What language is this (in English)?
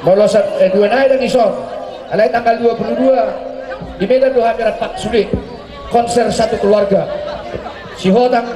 Batak Toba